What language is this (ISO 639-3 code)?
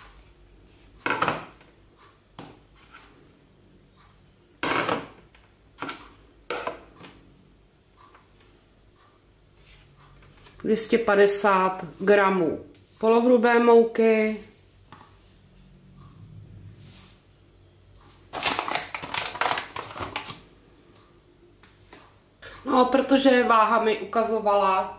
ces